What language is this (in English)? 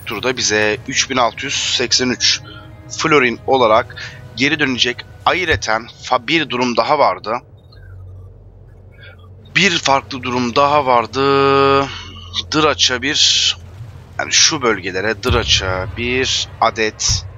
Turkish